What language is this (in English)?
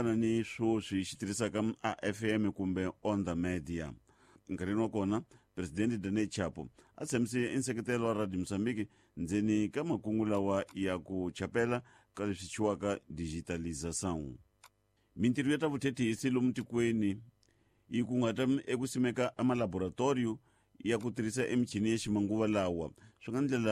Tsonga